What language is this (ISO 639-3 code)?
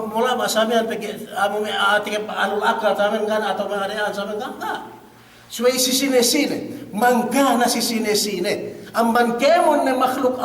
yka